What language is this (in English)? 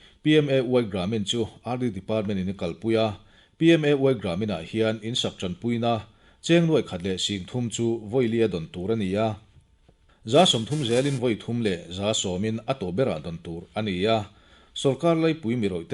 Mizo